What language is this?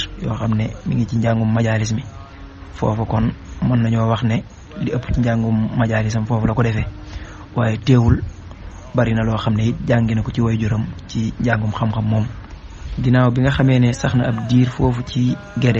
Wolof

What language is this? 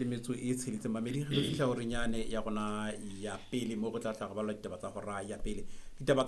Southern Sotho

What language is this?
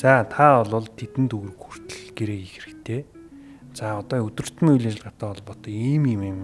Mongolian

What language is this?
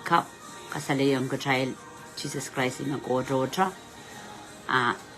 Pohnpeian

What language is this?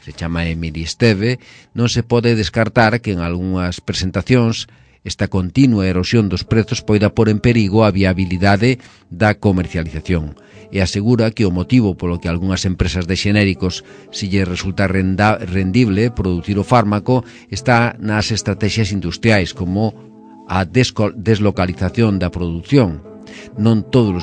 Galician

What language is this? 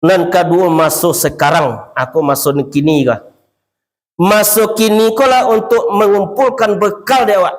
Minangkabau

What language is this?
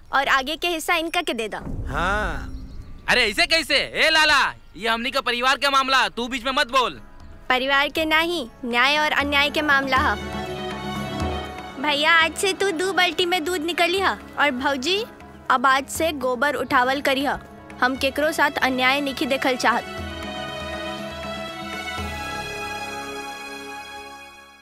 Bhojpuri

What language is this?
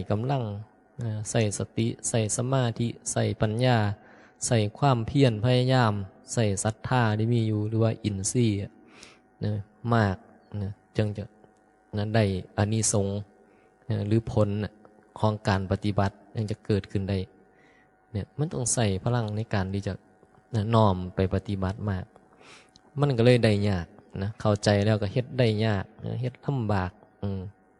Northeastern Thai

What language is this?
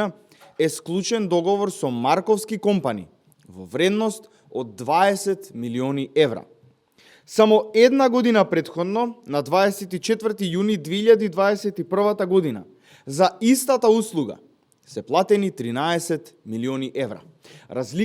Macedonian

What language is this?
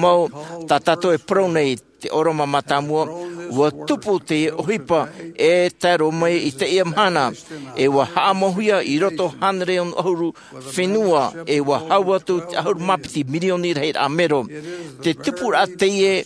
Tahitian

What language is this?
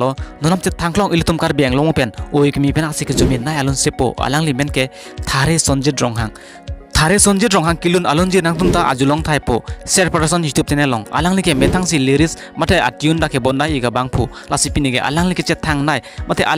Karbi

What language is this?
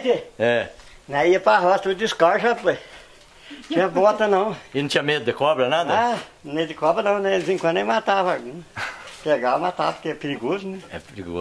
Portuguese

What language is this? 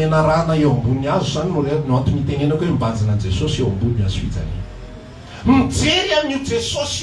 Malagasy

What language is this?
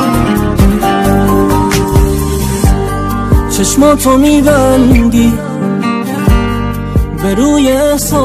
Persian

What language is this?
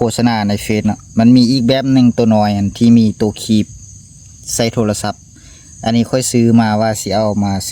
Lao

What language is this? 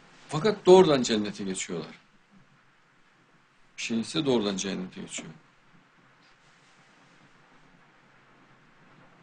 Turkish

